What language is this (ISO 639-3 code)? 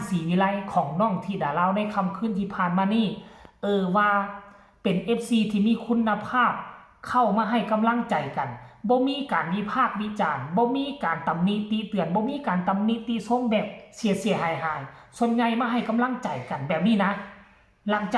lao